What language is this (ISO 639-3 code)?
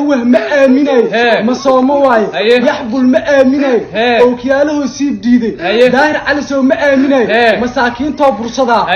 som